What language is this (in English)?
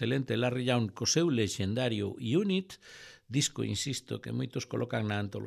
Galician